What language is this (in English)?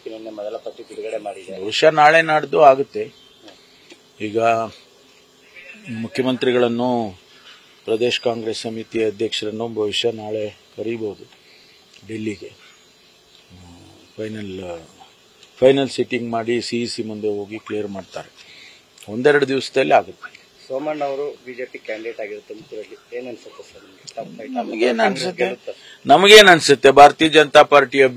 Kannada